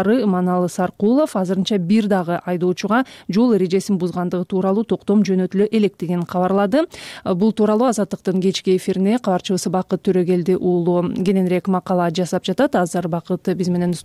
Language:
Kyrgyz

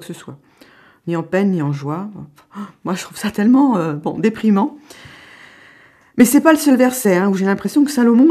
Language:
French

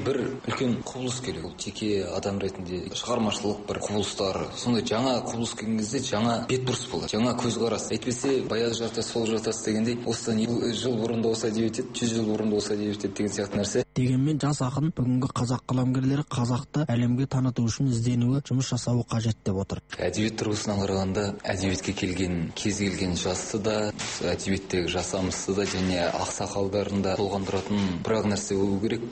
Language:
Kazakh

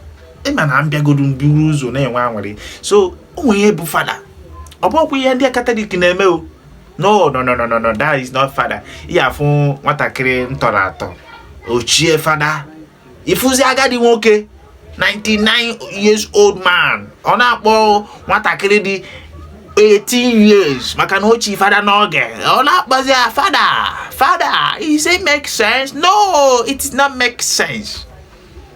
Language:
Igbo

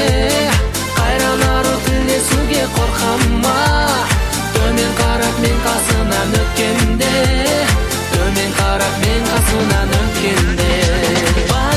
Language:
Kazakh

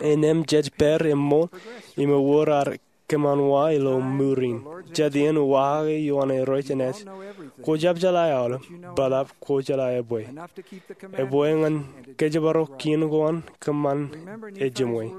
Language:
Marshallese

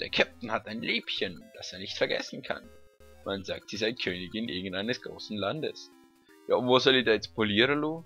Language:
Swiss German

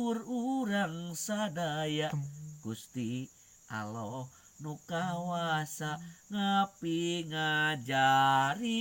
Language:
Sundanese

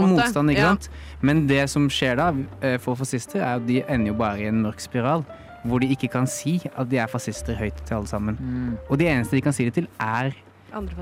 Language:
Norwegian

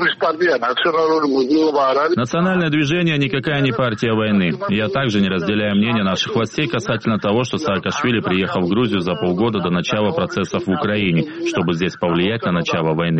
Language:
Russian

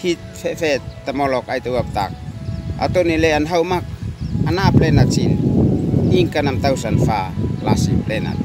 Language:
Uab Meto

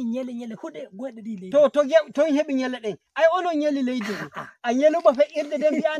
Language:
Nigerian Fulfulde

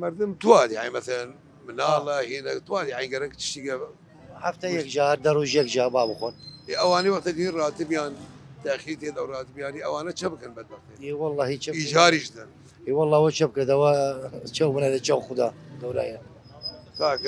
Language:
Southern Kurdish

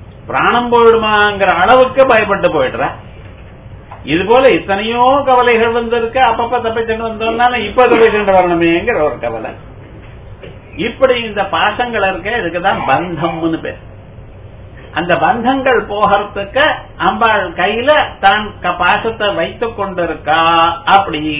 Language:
Tamil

